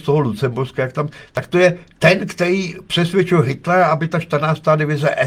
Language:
Czech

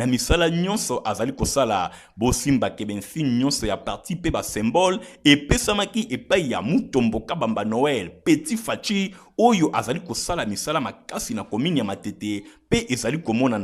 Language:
Lingala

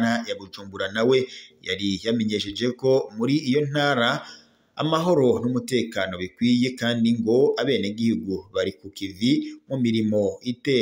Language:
Rundi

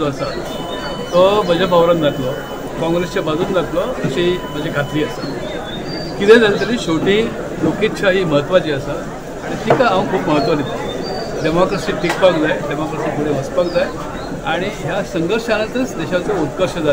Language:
Konkani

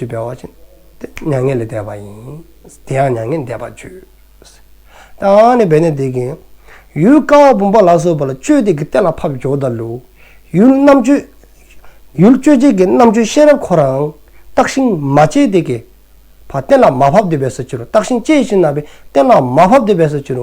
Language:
Dzongkha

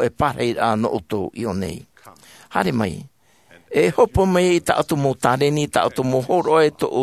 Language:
Tahitian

